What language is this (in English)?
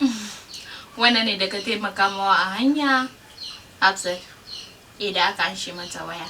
Hausa